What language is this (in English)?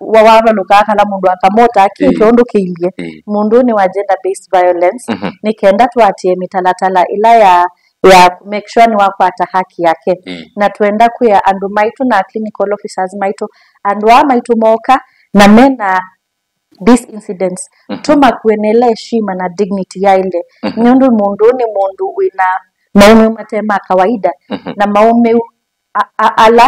Kamba